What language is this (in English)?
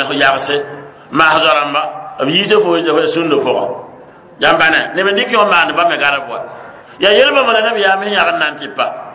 Mossi